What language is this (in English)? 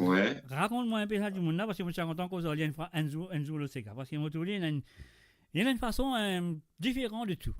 Morisyen